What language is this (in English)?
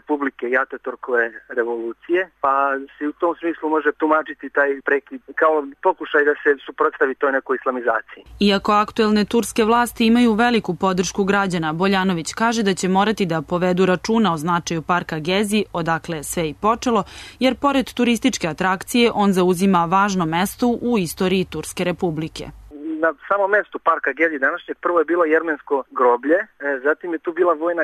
Serbian